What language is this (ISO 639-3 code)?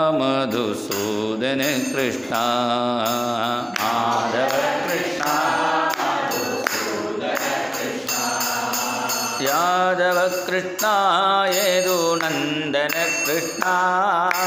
tam